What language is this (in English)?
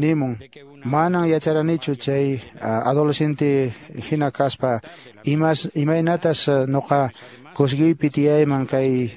Quechua